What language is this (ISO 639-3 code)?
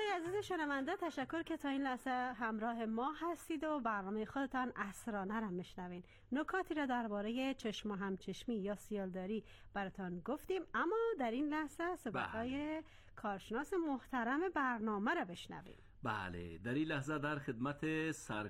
fas